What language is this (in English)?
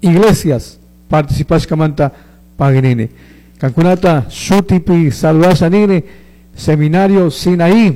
Chimborazo Highland Quichua